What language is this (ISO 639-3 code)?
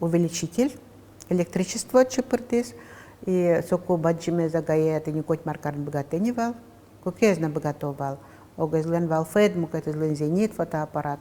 udm